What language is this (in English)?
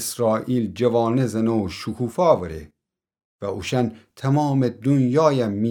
Gilaki